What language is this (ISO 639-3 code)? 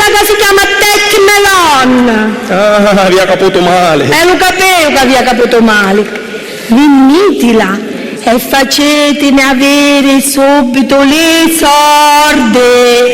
scn